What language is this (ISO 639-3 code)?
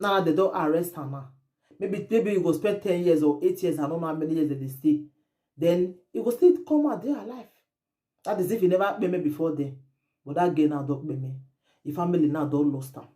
pcm